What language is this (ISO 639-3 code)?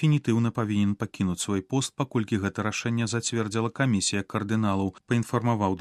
bel